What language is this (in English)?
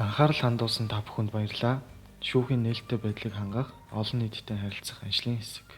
Mongolian